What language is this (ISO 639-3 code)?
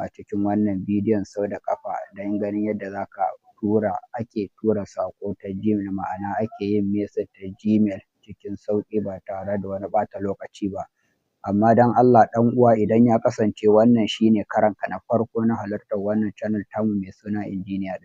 hau